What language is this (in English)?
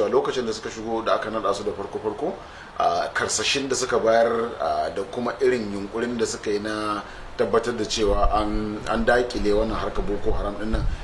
Hausa